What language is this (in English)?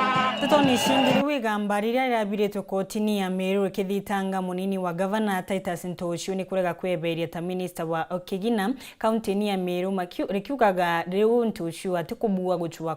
Meru